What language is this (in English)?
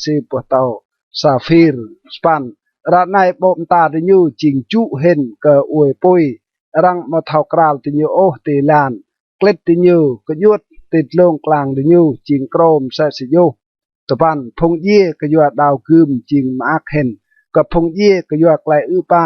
Rade